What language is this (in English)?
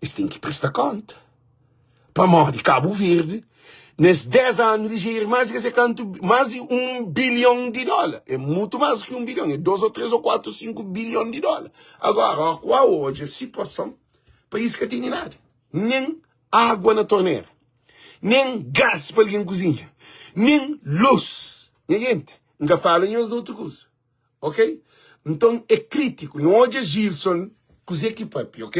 Kabuverdianu